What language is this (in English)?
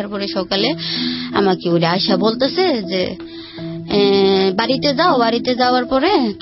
Bangla